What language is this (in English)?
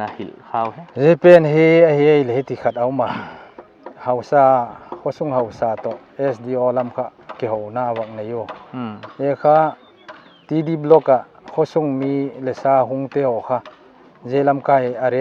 Paite Chin